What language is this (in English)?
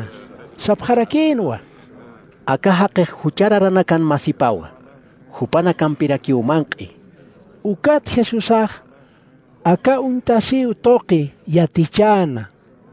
Aymara